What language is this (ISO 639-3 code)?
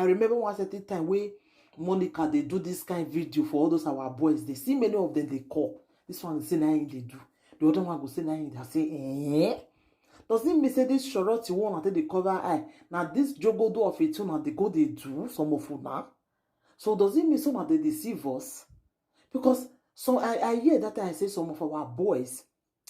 pcm